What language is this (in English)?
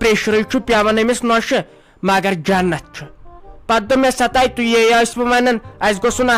Kashmiri